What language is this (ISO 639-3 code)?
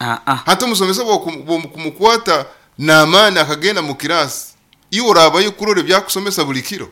nyo